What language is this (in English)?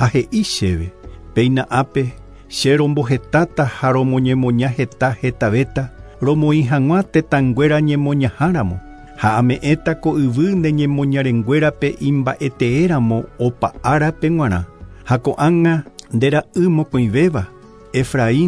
Guarani